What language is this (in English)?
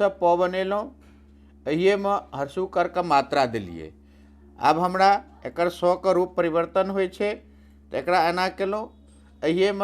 Maithili